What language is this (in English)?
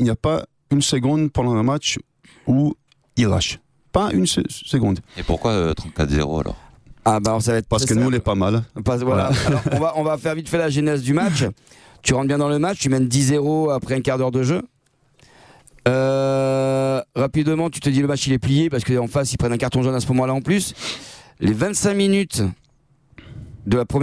French